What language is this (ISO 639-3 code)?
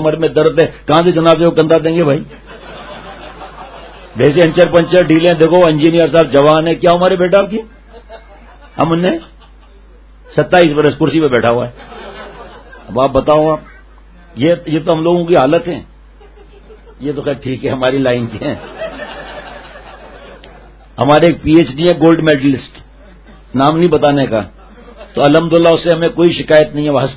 urd